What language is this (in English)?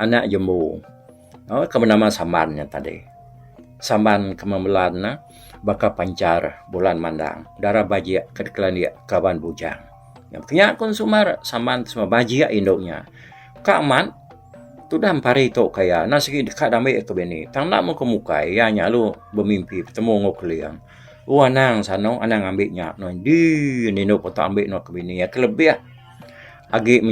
Iban